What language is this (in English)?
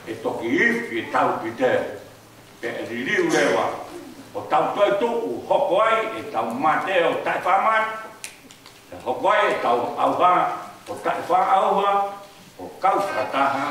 Tongan